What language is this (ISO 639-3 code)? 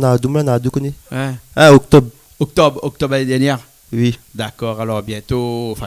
rcf